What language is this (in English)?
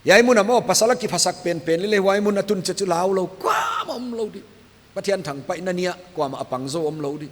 Paite Chin